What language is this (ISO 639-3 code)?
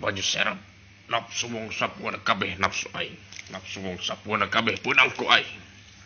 sun